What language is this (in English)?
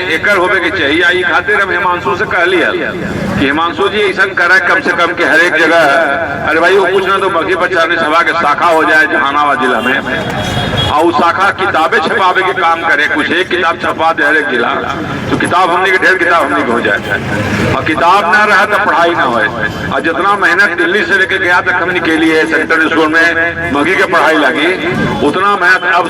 Magahi